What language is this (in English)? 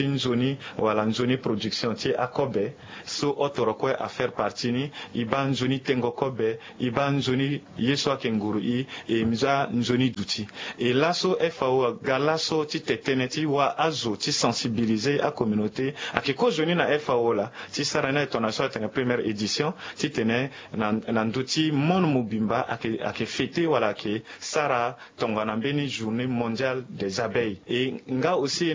Sango